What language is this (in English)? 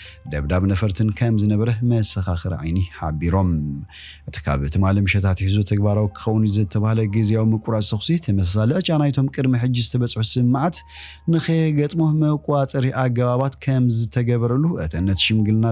Tigrinya